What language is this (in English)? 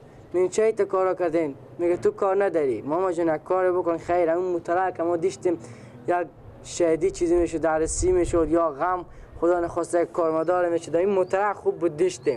Persian